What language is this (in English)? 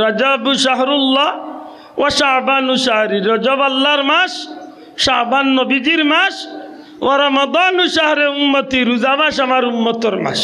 Sylheti